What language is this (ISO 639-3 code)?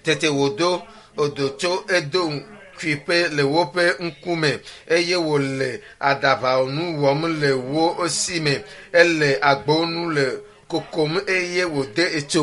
ewe